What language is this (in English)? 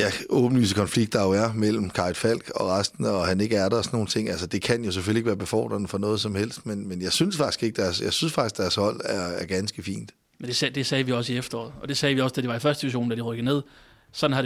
Danish